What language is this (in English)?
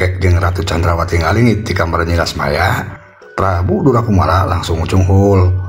Sundanese